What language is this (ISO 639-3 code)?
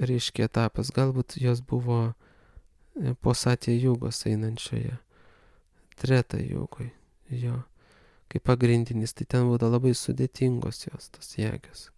lit